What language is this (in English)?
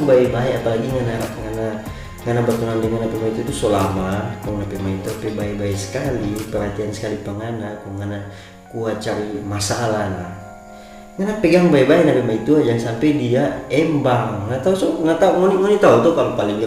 Manado Malay